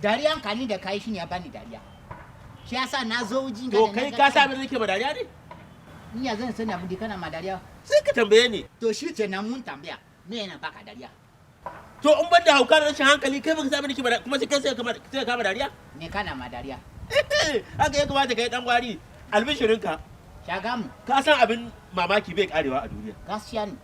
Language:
Hausa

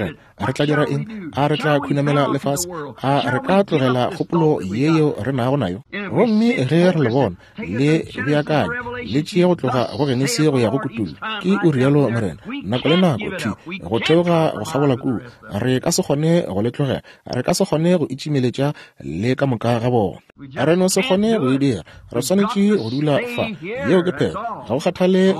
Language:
Northern Sotho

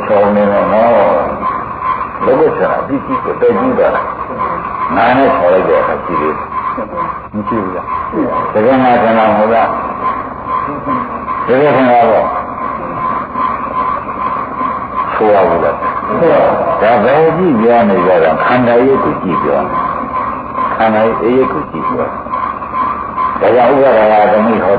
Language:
Burmese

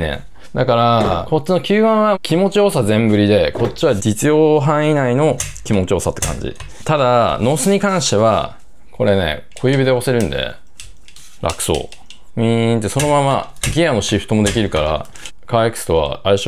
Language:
Japanese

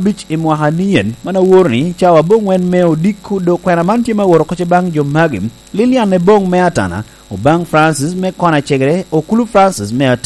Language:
Lango (Uganda)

